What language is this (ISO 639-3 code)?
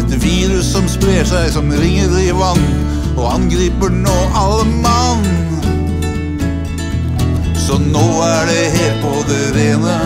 nor